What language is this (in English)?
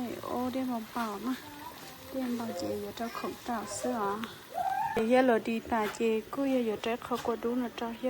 Hmong